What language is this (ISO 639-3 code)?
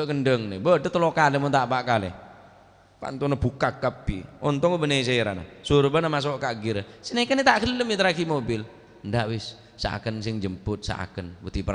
mad